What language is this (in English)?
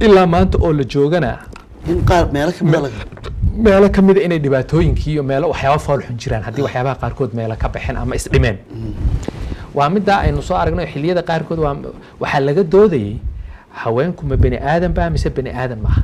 Somali